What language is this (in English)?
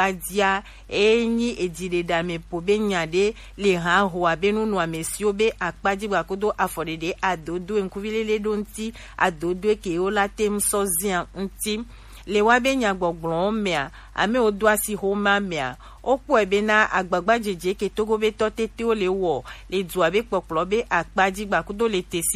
Gen